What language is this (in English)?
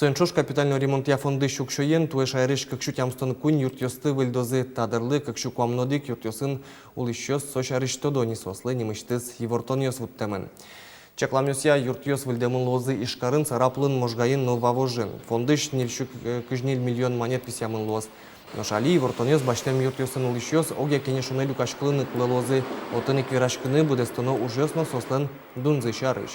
Udmurt